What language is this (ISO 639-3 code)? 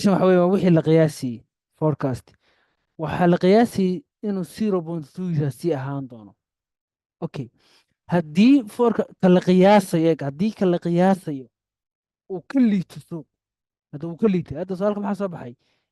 som